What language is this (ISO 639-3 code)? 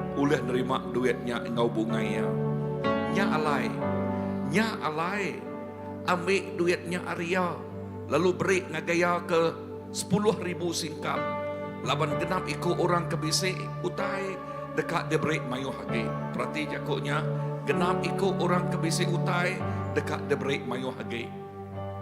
iba